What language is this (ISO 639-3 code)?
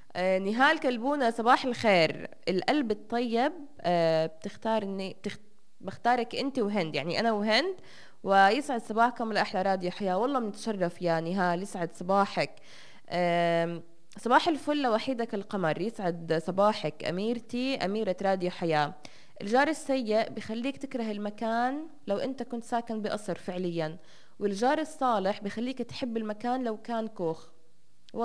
apc